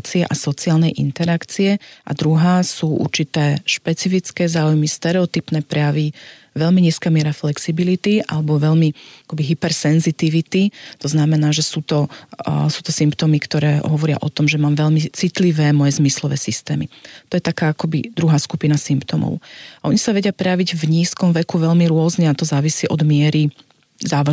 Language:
Slovak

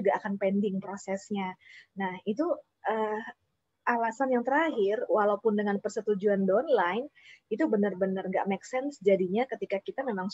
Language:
Indonesian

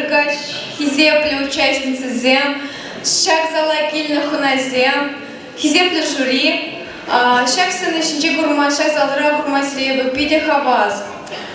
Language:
Chuvash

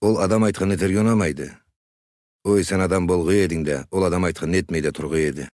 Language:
Karachay-Balkar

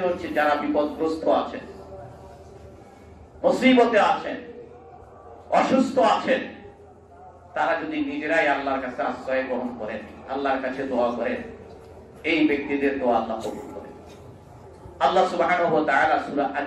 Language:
Bangla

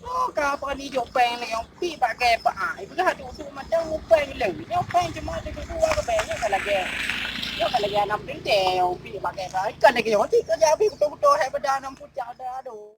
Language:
Achinese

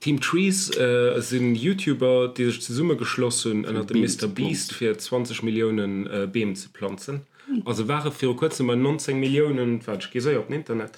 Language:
Luxembourgish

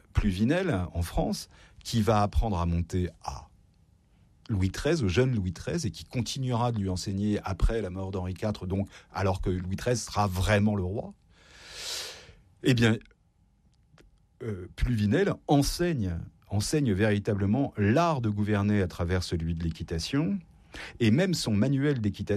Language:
French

